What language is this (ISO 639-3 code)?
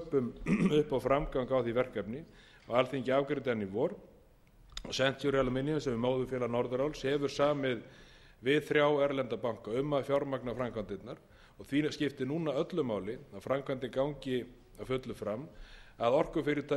isl